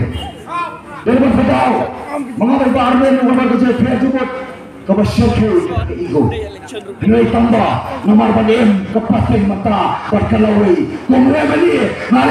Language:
Khasi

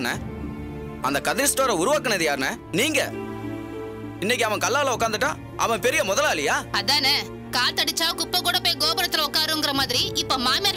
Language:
Tamil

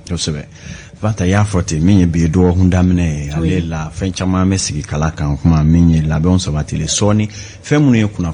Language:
Bambara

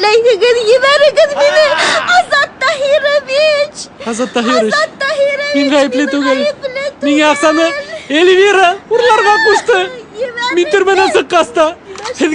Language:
Bashkir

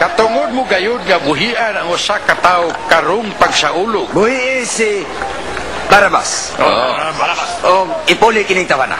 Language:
Cebuano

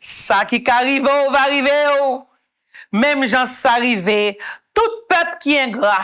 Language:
Haitian Creole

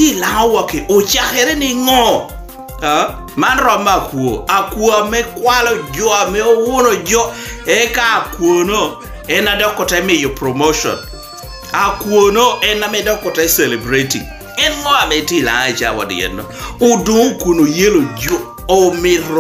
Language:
Lango (Uganda)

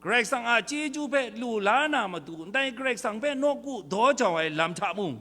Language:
Kachin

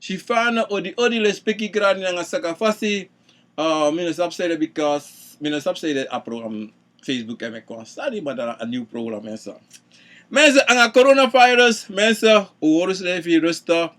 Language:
Sranan Tongo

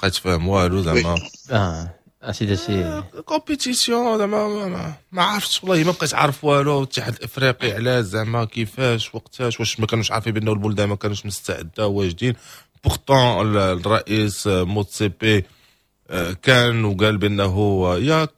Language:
Moroccan Arabic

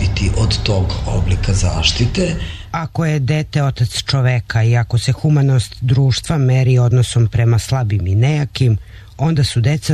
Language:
Serbian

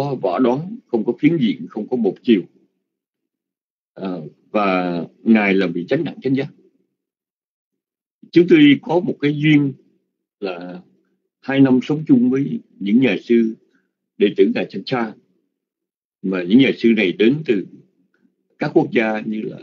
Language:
Vietnamese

